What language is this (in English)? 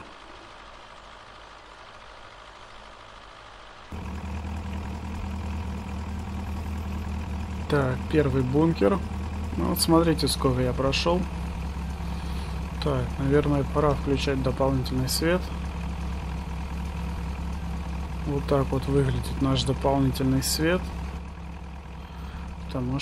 Russian